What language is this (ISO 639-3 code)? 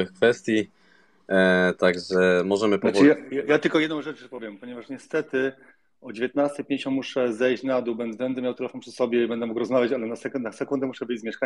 pol